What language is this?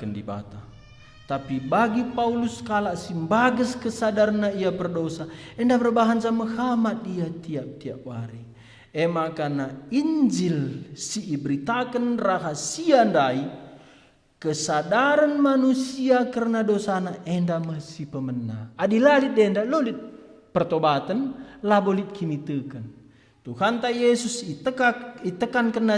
Batak Karo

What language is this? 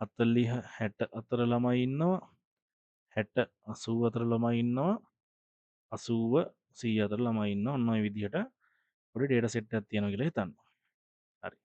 Sinhala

